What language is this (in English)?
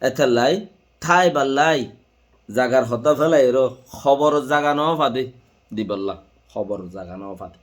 Rohingya